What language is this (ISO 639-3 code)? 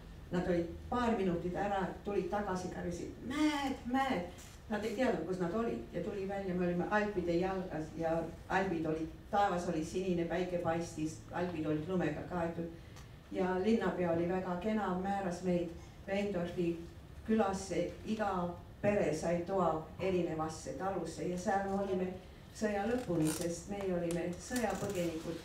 est